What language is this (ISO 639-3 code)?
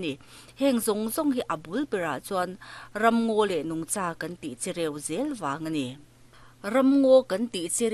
lus